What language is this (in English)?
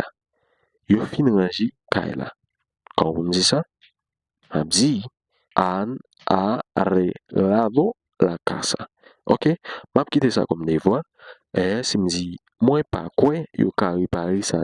Haitian Creole